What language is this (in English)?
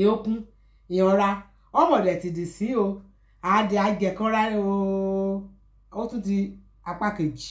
Yoruba